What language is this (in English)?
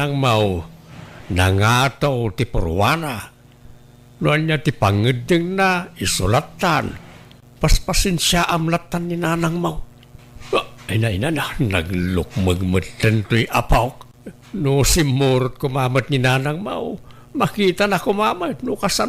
Iloko